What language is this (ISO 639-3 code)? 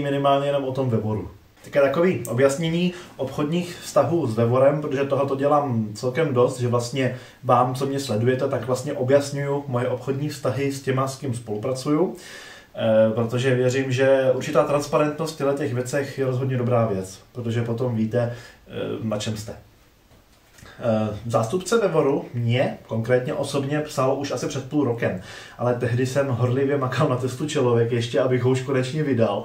ces